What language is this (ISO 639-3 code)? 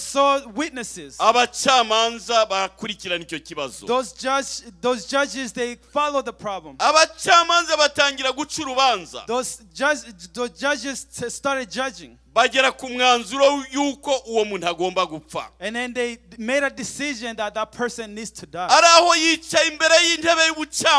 kin